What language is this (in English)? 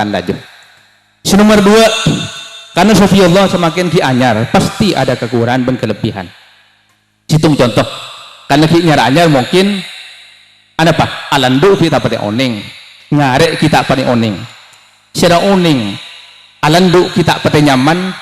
Madurese